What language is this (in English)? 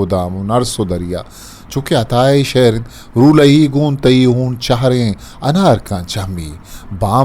Eastern Balochi